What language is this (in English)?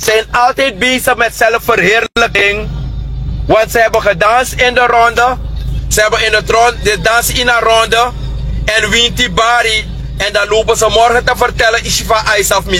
Sranan Tongo